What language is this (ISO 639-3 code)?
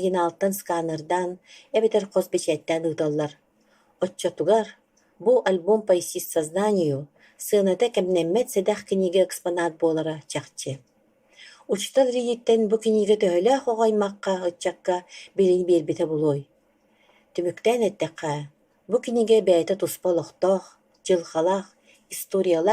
sah